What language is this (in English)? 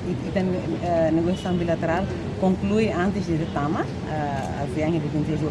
Tetum